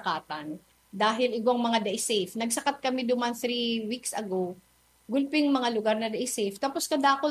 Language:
Bikol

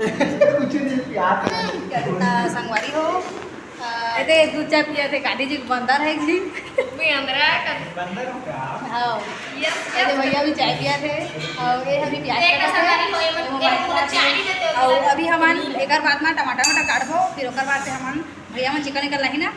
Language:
Chhattisgarhi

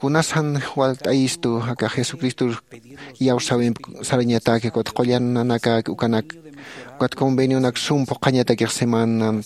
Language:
Aymara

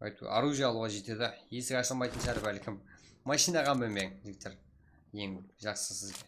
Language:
Kara-Kalpak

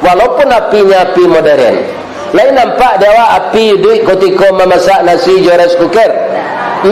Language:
Minangkabau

